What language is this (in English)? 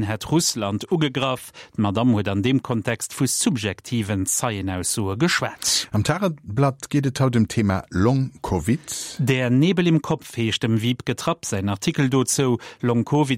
Luxembourgish